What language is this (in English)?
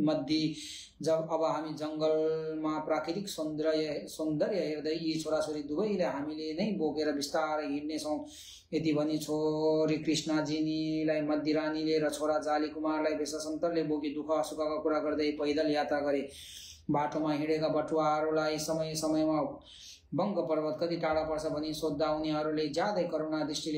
Nepali